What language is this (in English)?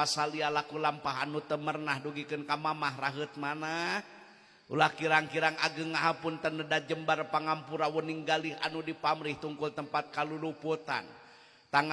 Sundanese